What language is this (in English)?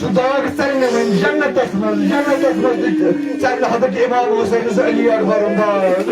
Kashmiri